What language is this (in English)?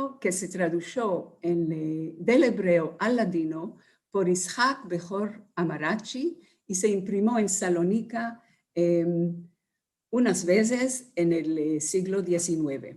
Ladino